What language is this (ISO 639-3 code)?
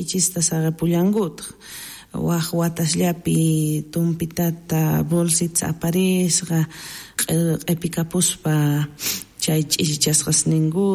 quh